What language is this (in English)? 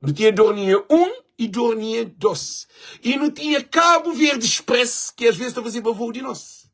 Kabuverdianu